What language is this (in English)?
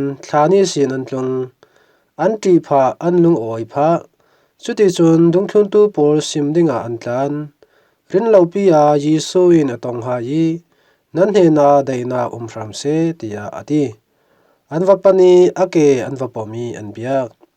Falam Chin